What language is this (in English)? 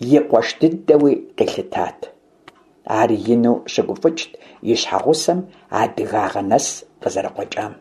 Kabardian